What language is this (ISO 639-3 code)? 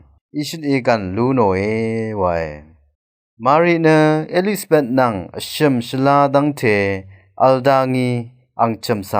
raw